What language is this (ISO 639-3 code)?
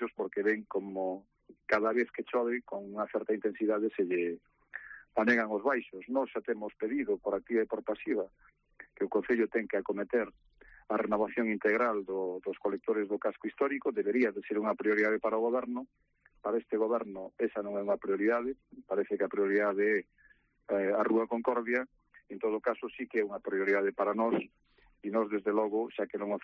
glg